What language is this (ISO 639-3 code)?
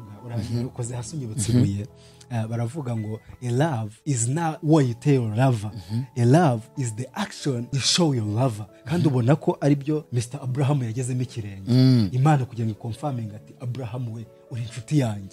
kin